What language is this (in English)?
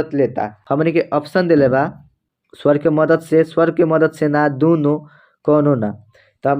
Bhojpuri